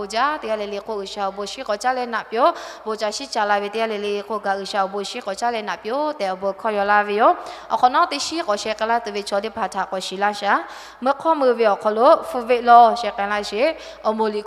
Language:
Lahu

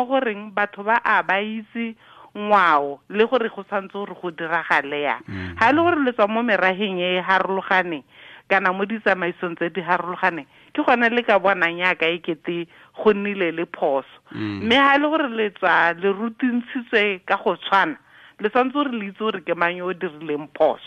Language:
Tswana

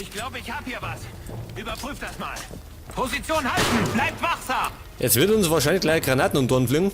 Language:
Bavarian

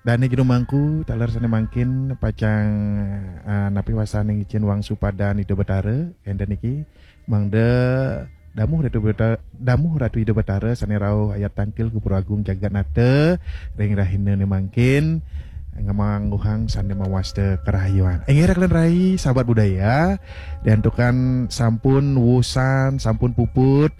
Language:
Balinese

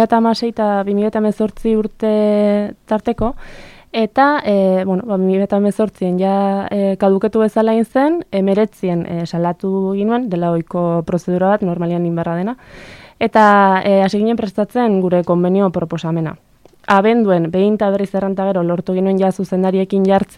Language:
Basque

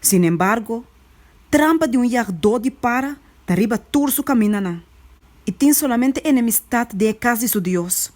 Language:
Papiamento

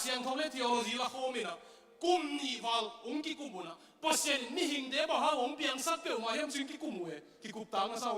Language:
Tedim Chin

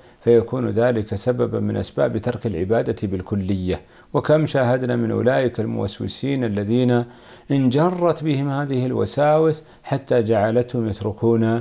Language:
Arabic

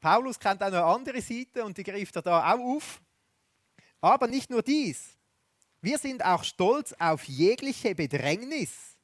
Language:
Swiss German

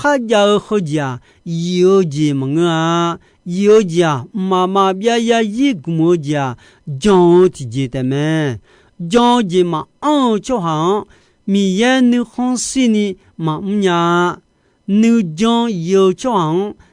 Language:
Akha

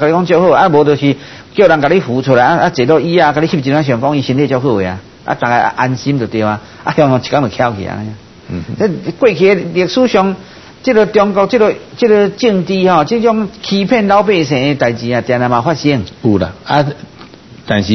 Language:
Min Nan Chinese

